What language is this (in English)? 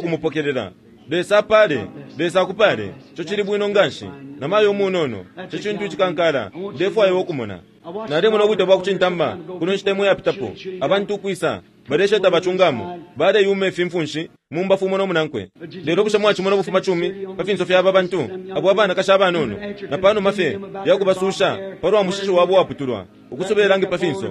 Bemba